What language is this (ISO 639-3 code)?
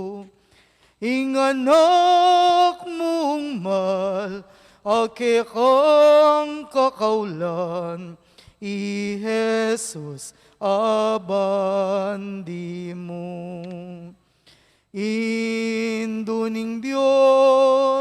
pam